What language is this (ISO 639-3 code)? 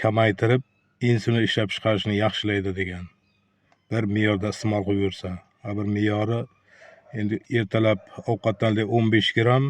uzb